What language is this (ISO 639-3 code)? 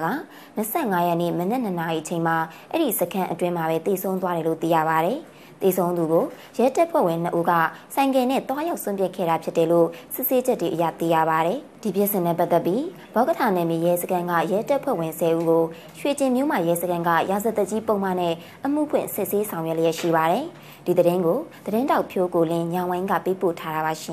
mya